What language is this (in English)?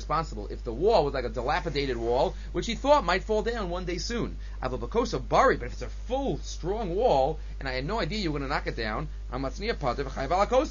English